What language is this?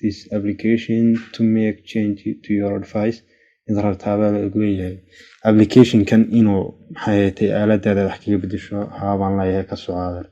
Somali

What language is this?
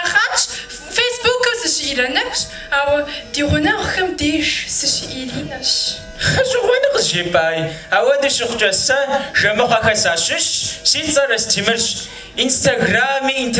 Kabardian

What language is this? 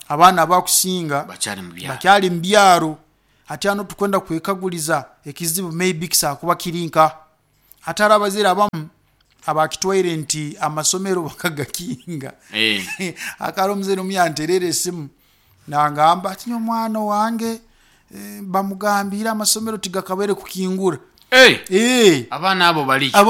Nyoro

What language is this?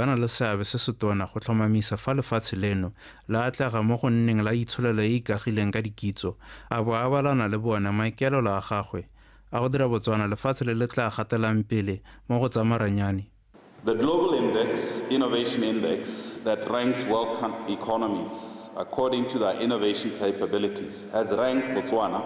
Tswana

